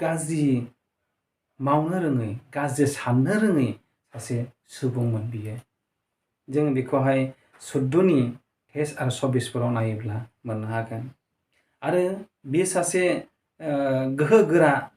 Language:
Bodo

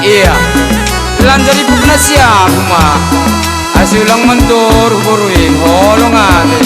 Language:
Batak Simalungun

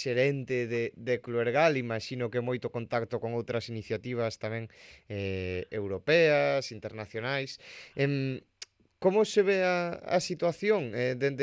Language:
Galician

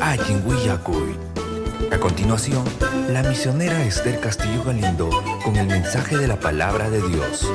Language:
Ayacucho Quechua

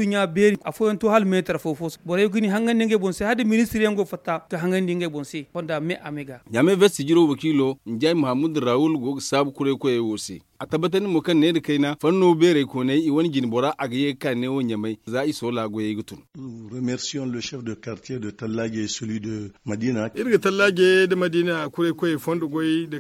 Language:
Zarma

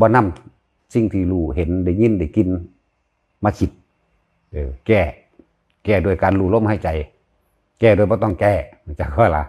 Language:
Northeastern Thai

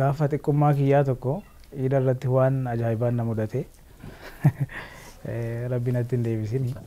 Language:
Oromo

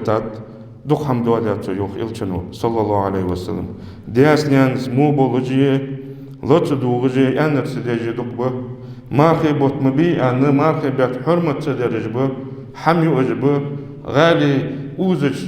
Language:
Ingush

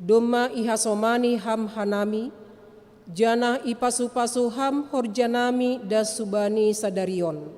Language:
Batak Simalungun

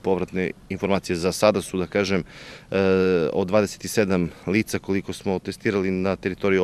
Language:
Serbian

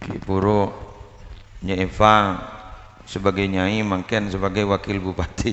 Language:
Madurese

